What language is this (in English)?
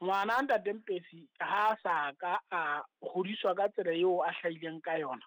Southern Sotho